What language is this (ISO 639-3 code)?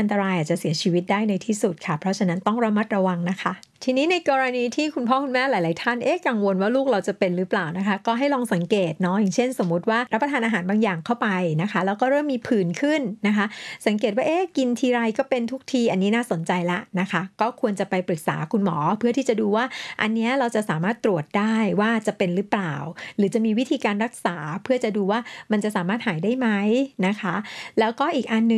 tha